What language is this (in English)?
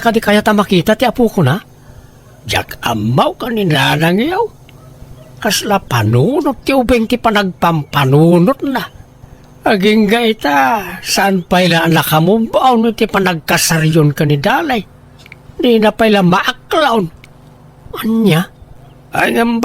Iloko